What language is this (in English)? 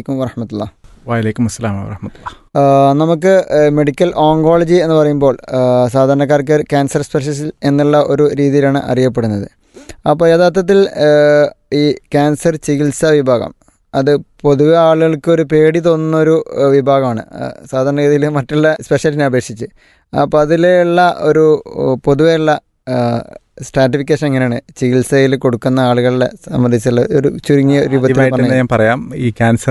Malayalam